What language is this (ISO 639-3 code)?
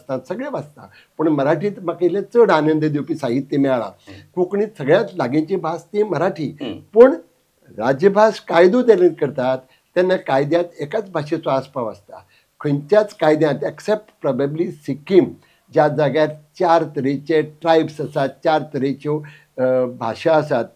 kok